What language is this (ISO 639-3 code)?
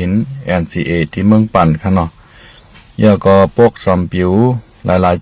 shn